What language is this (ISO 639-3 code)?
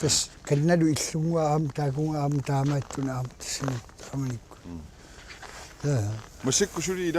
kal